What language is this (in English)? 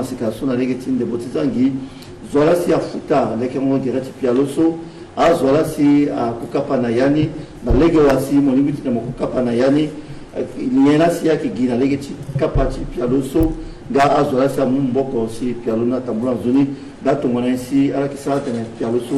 Sango